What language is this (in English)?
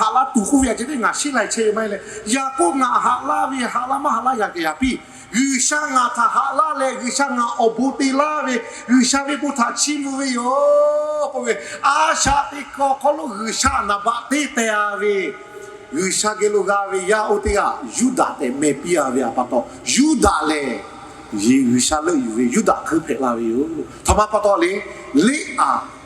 Lahu